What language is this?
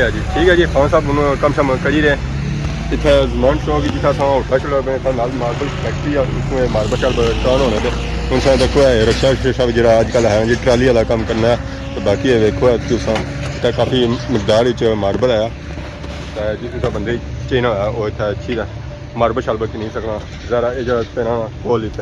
Pahari-Potwari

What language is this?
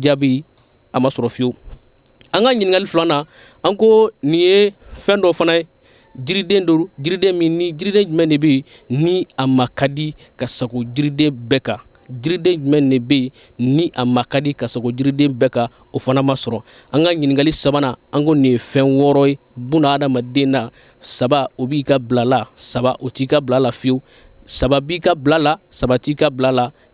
Bambara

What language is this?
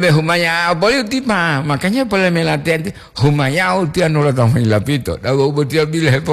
Gorontalo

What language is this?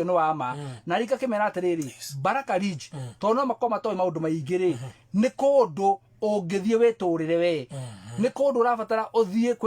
Kikuyu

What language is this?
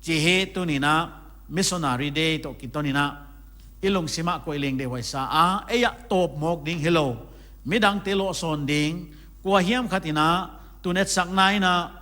Paite Chin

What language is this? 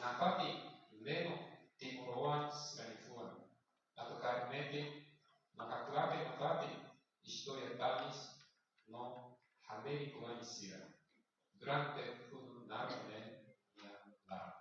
Tetum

